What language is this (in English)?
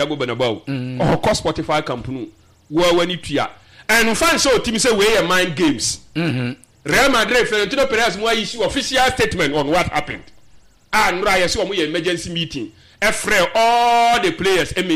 Akan